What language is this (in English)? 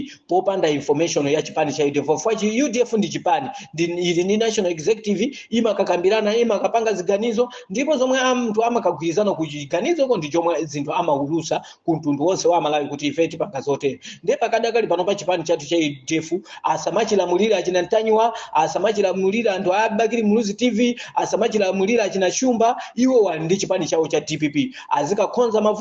Nyanja